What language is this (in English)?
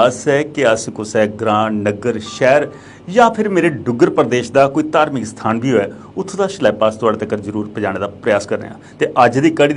Dogri